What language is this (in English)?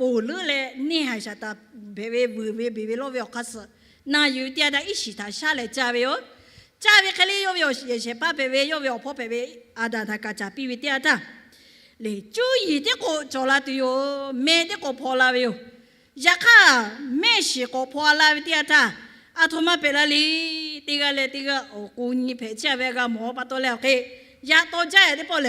Lahu